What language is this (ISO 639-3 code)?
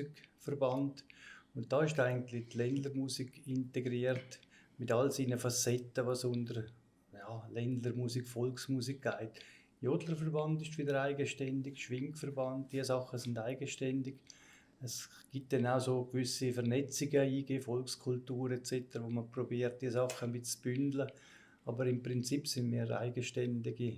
gsw